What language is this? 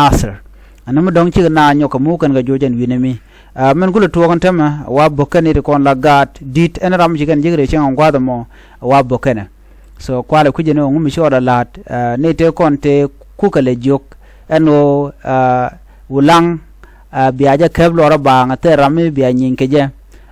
Nuer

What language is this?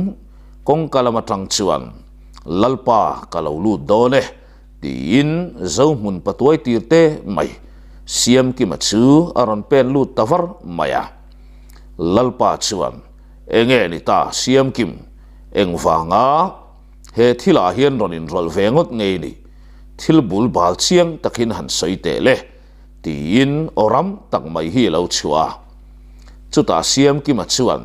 Mizo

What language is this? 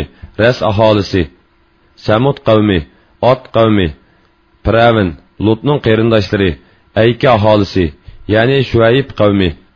Uyghur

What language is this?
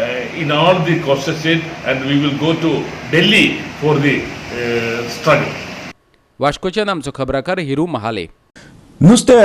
Konkani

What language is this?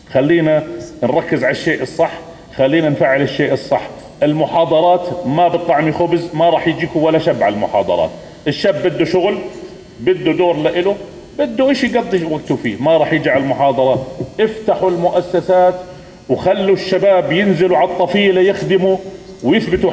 North Levantine Arabic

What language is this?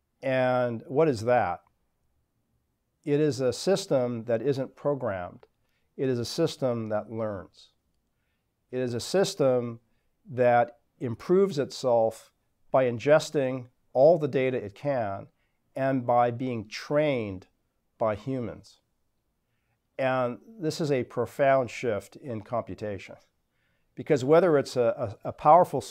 English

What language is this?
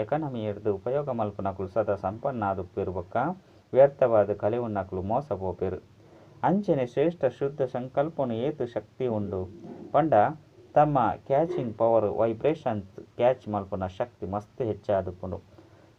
Tulu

